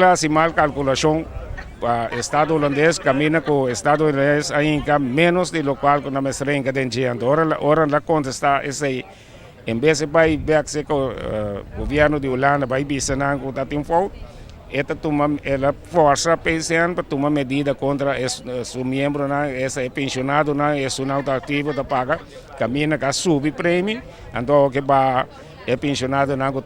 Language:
Papiamento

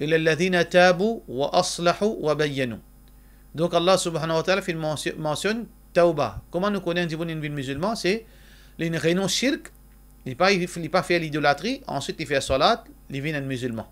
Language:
Morisyen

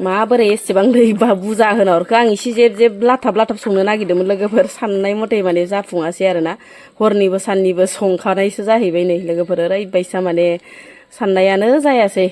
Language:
Bodo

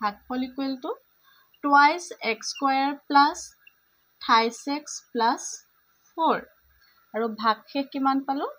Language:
Assamese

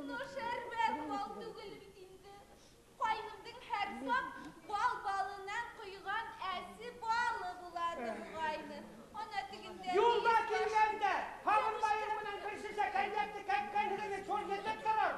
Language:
Bashkir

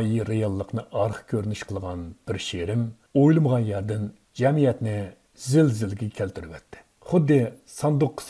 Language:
Uyghur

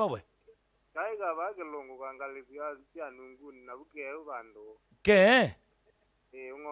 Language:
Kamba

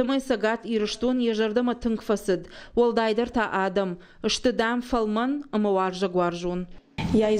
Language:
Ossetic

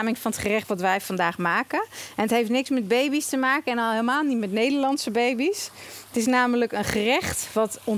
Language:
Dutch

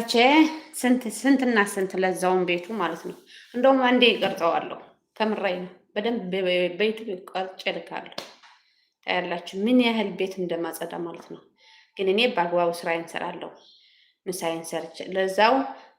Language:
Amharic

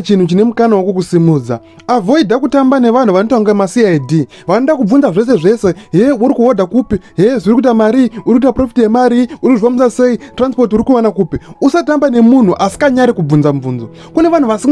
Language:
Shona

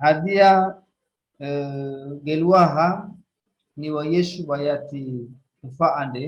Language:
Nias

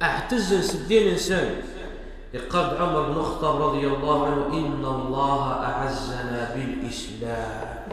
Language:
Kabyle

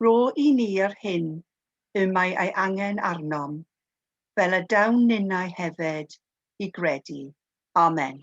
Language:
Welsh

